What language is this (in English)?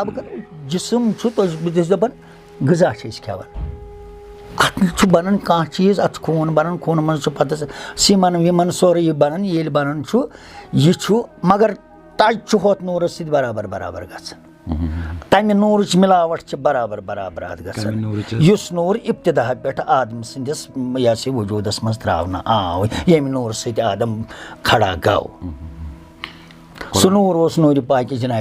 Kashmiri